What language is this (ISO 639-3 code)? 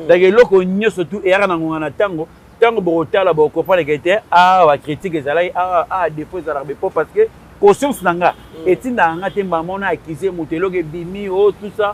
lin